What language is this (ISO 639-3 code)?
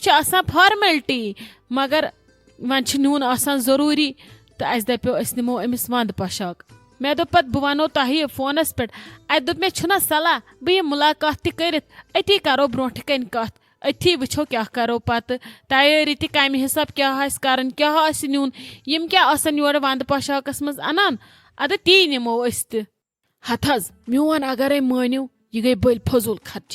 kas